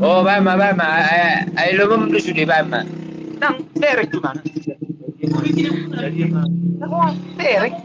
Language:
Batak Toba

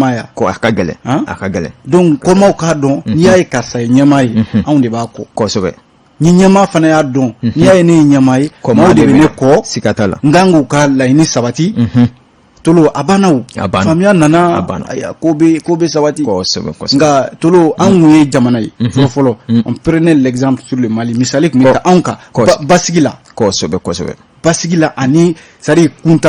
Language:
Bambara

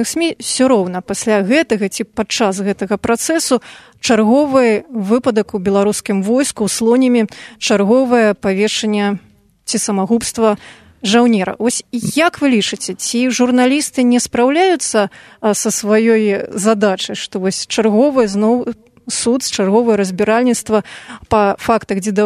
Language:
Belarusian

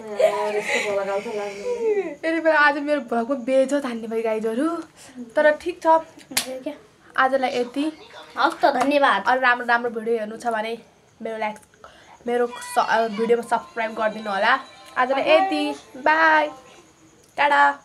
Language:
Nepali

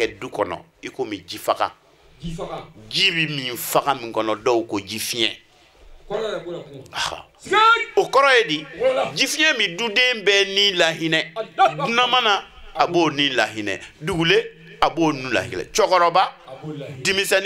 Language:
Bambara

